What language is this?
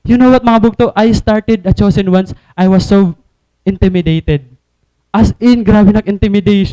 Waray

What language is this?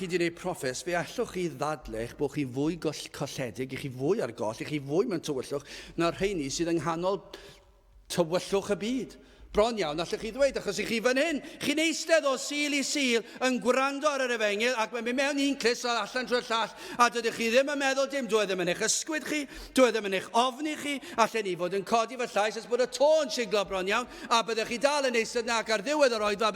Welsh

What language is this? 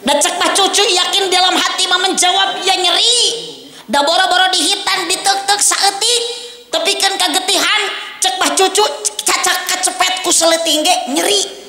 Sundanese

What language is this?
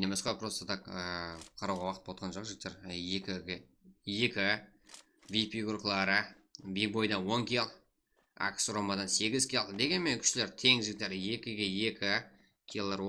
Kara-Kalpak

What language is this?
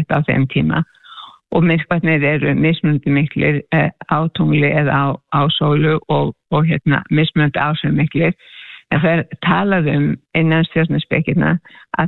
Icelandic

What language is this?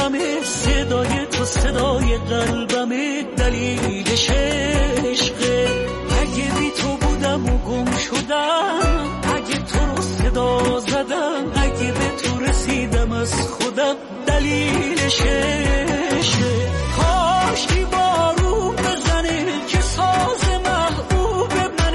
Persian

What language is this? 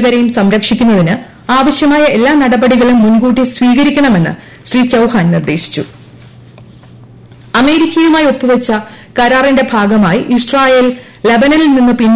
Malayalam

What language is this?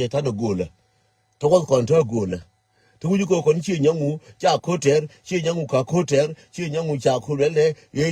Nuer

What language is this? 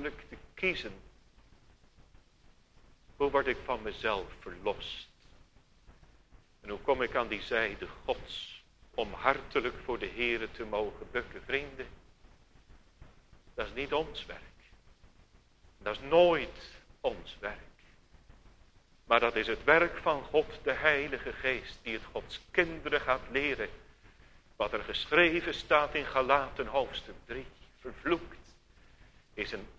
Dutch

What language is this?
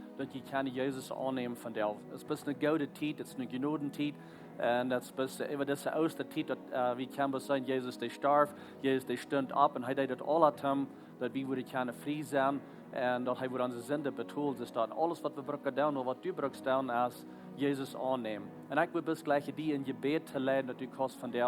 Plautdietsch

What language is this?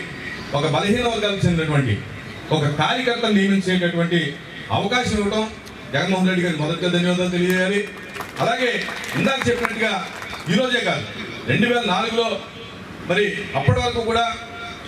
Telugu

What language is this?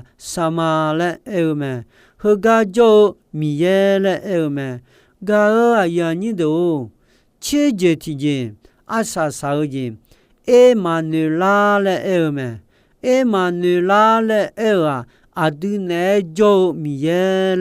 Akha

